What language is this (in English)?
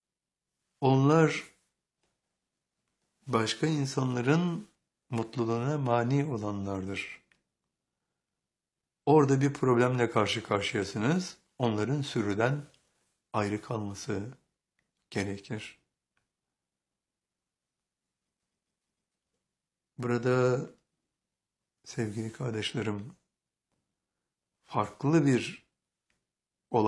Turkish